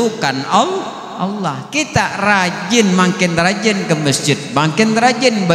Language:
Banjar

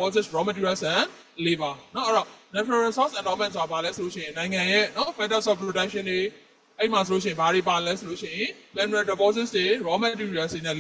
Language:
Burmese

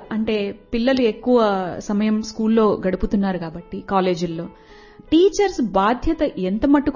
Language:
Telugu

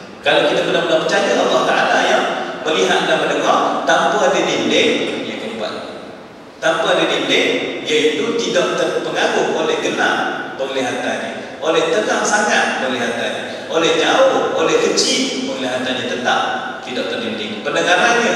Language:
Malay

